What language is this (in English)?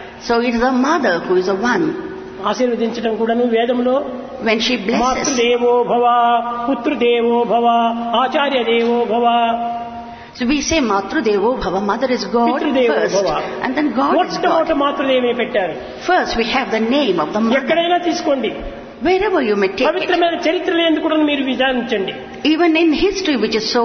Telugu